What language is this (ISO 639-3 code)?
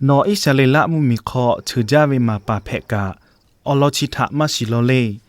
lhu